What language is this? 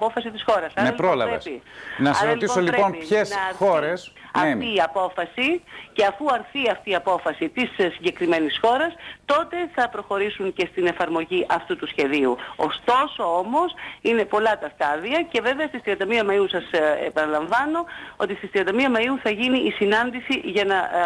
Greek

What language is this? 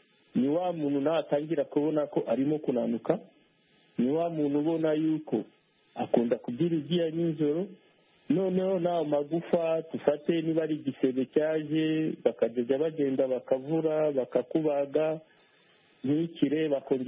Kinyarwanda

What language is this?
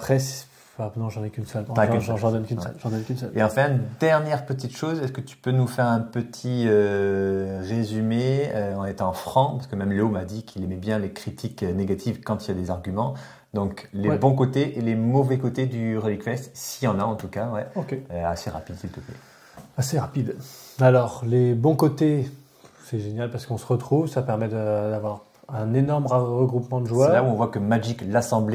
French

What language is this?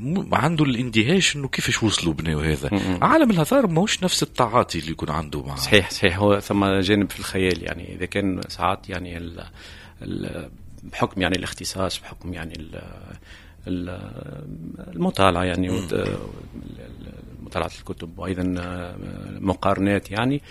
Tunisian Arabic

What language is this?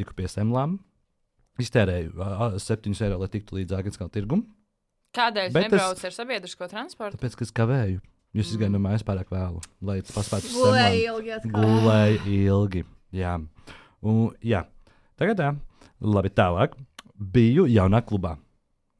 Latvian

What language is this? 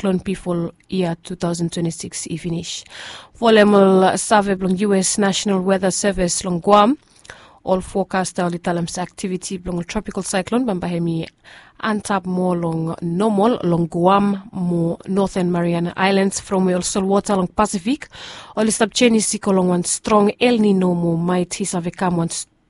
Bislama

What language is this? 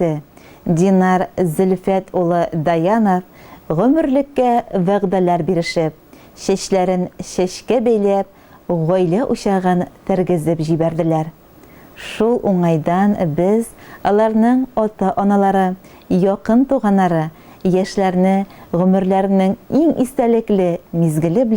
Tatar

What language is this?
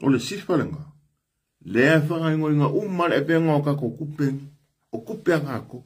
Samoan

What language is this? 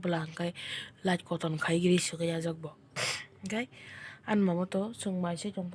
Kok Borok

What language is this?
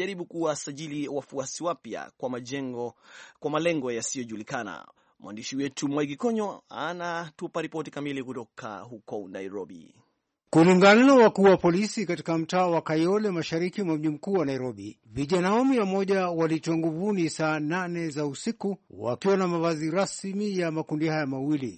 Swahili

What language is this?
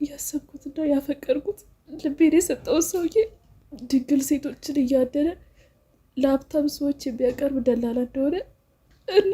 Amharic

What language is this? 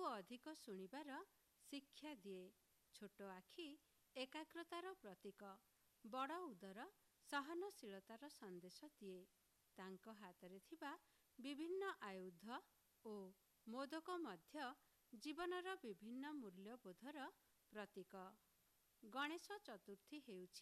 Odia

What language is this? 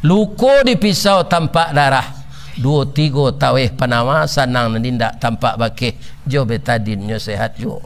Minangkabau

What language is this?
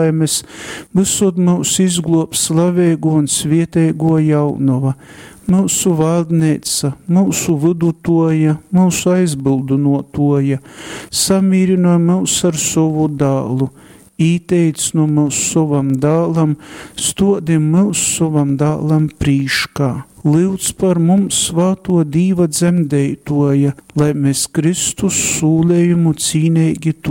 Latgalian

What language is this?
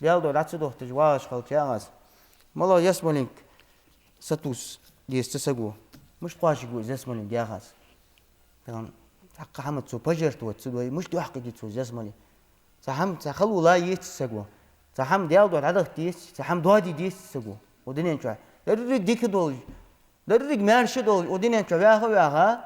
Ingush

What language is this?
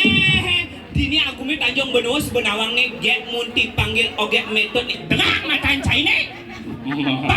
Balinese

